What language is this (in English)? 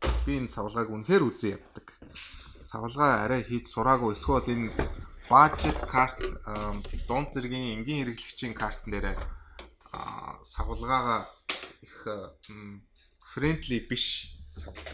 Mongolian